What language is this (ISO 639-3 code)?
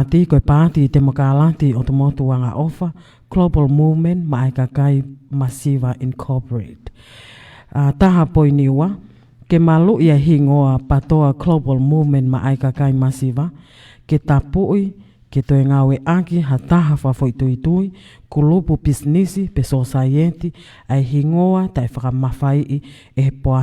ton